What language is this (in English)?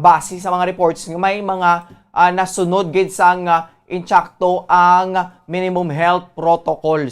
Hiligaynon